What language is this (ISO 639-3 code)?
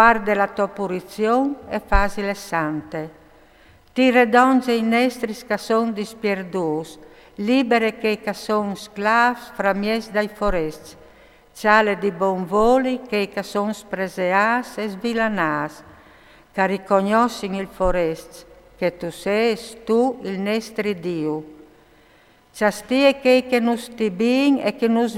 fur